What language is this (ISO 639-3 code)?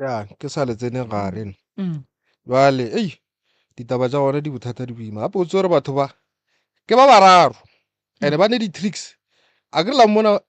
nso